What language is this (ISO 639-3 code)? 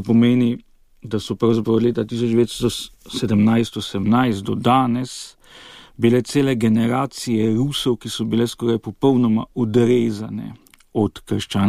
slv